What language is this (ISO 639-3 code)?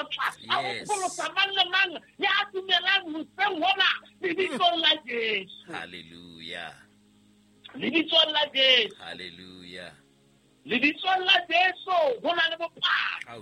sot